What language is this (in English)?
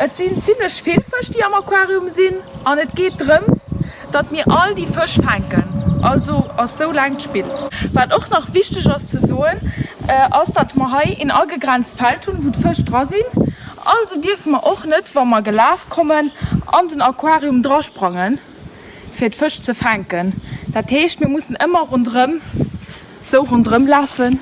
Luxembourgish